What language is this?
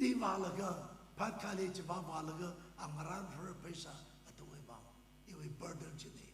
Tangkhul Naga (India)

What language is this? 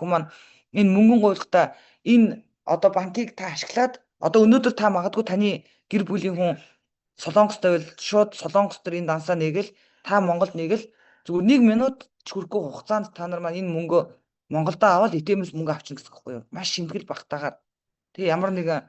Mongolian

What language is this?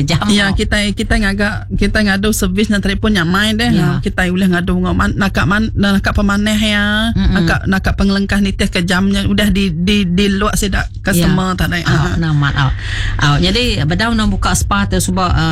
Iban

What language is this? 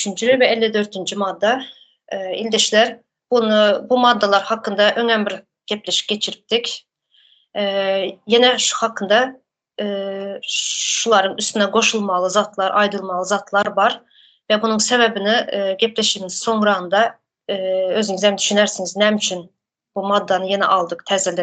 Turkmen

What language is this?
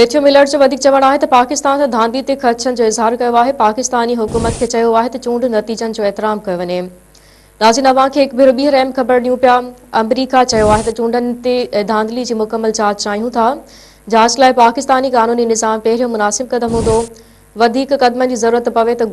Sindhi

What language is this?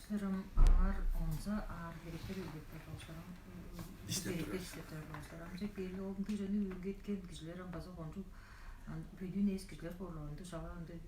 Tuvinian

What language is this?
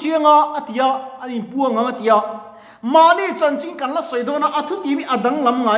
Mizo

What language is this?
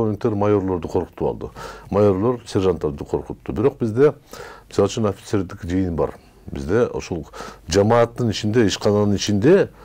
Kyrgyz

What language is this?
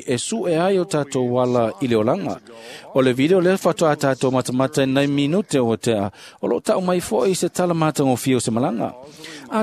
Samoan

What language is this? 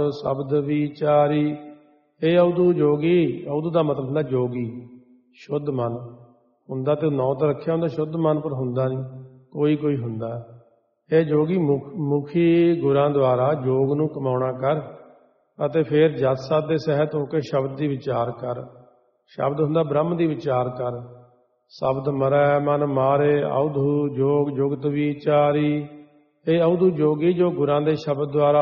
Punjabi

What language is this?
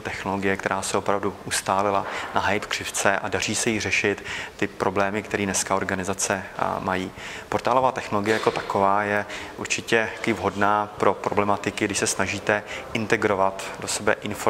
Czech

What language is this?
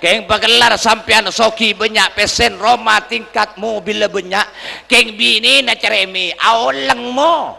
Madurese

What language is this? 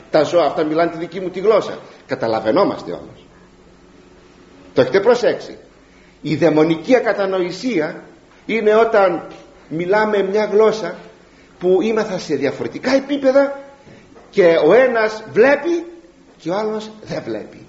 Greek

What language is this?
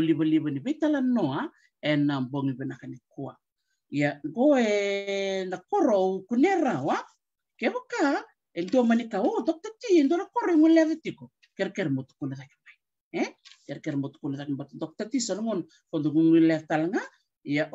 Fijian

